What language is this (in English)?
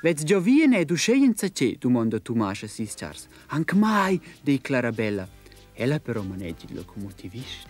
Romansh